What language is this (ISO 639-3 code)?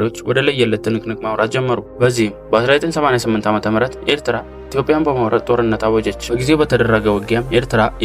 amh